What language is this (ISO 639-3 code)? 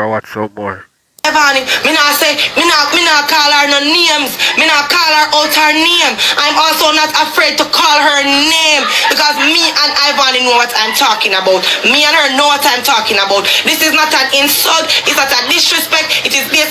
jam